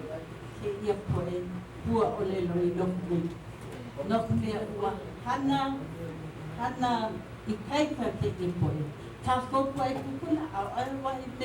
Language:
Hawaiian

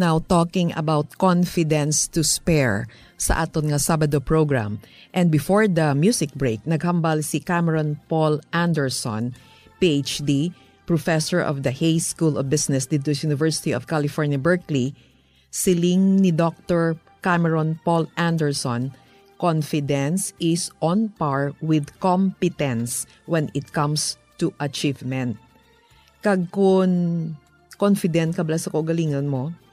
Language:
Hiligaynon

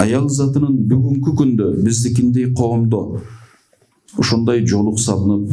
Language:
Kyrgyz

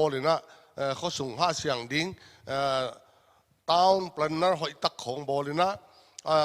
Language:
Paite Chin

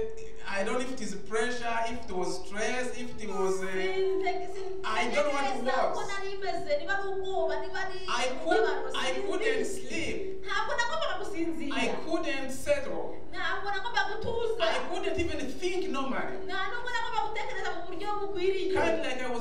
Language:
Kinyarwanda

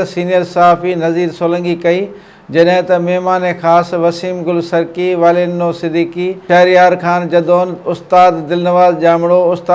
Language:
Sindhi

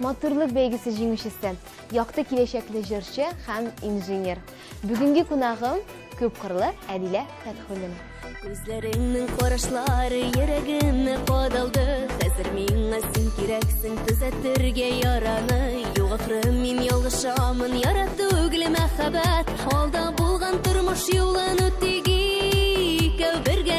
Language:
Tatar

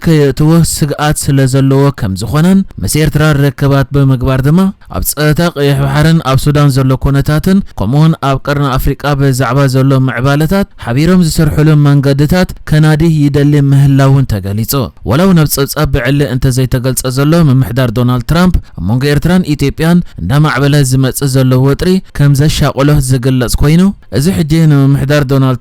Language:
Tigrinya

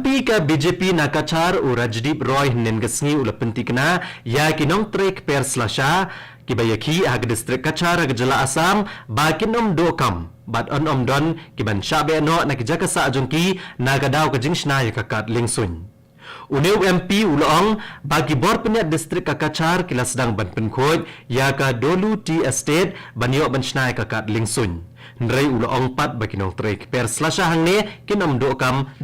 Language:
Khasi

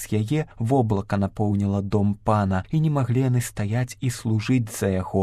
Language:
Belarusian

